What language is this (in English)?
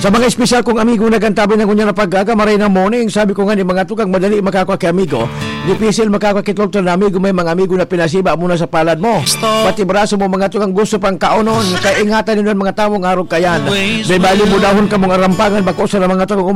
Bikol